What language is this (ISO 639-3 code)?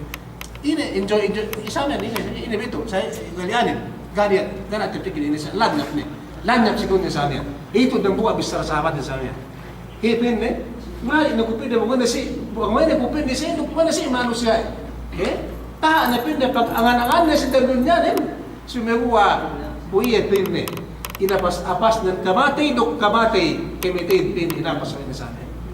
yka